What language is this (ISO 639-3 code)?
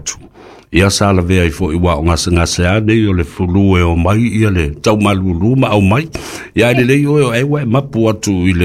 smo